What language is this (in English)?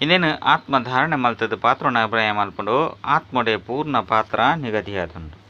Tulu